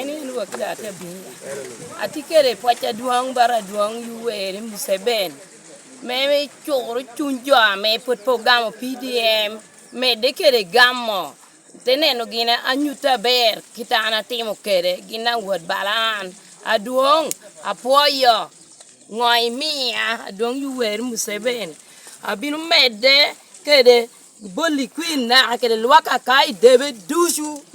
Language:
Lango (Uganda)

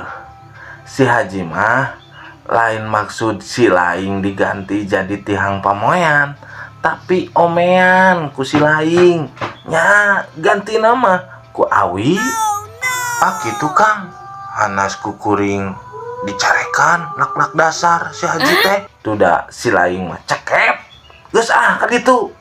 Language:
Sundanese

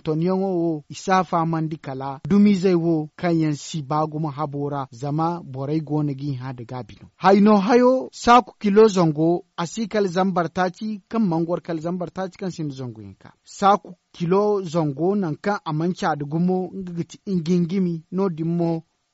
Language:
Zarma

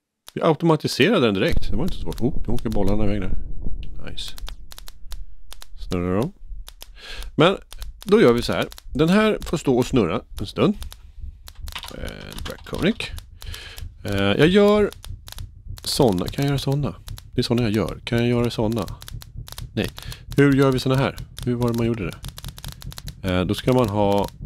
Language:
Swedish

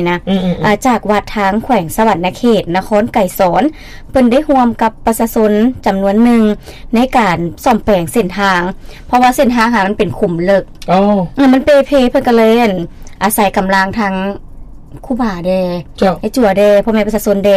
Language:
Lao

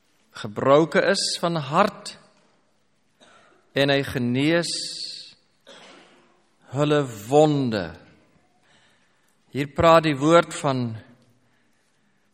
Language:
Afrikaans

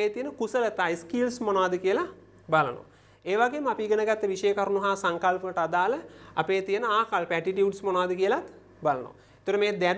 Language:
Sinhala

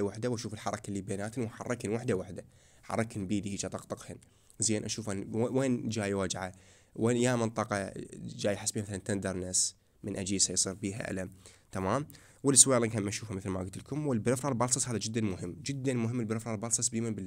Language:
Mesopotamian Arabic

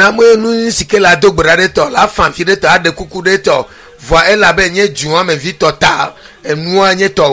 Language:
Ewe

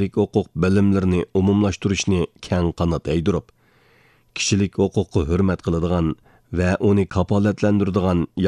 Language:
Uyghur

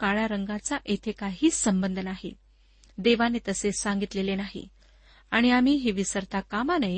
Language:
Marathi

